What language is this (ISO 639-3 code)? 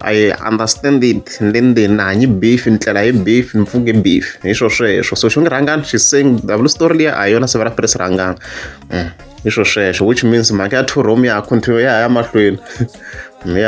tso